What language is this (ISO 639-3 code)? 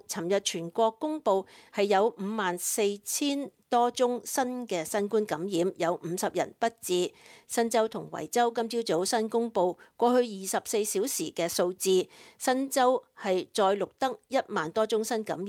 yue